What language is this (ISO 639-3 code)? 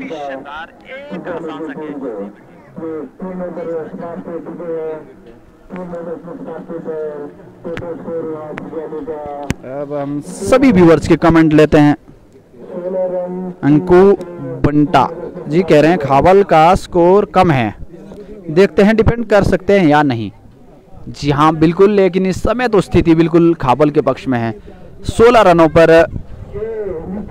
hin